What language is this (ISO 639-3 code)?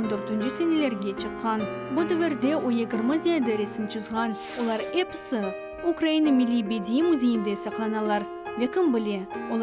crh